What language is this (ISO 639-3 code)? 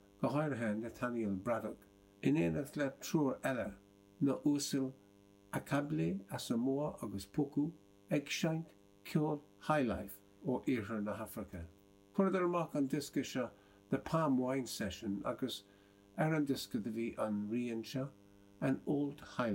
gle